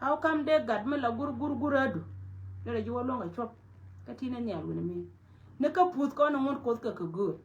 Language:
Nuer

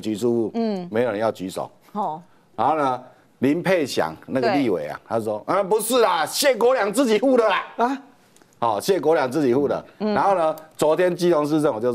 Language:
Chinese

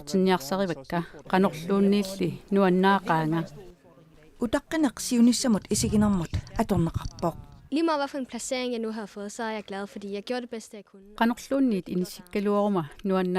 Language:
Kalaallisut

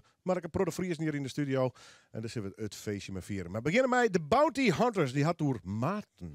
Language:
Western Frisian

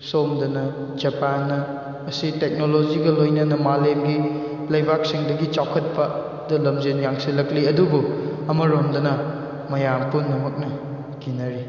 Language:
Manipuri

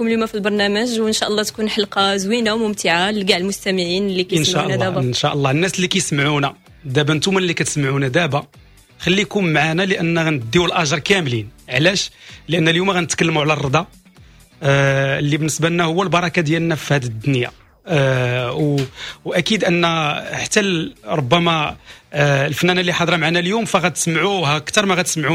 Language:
Moroccan Arabic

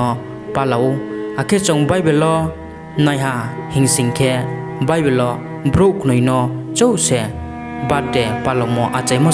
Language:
Riang (India)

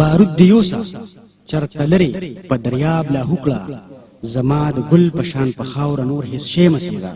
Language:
Pashto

